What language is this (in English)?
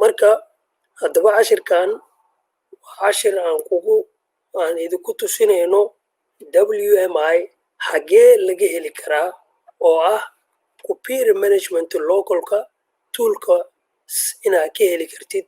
Somali